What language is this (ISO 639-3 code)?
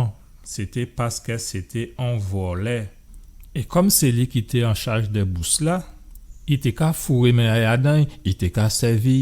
gcf